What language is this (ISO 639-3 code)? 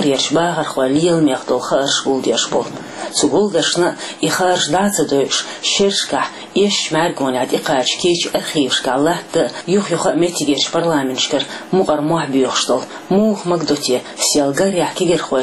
che